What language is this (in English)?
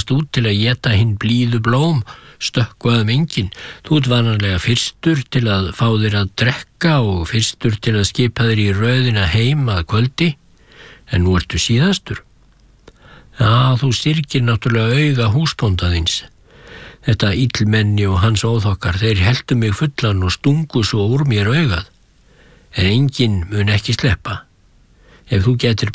Icelandic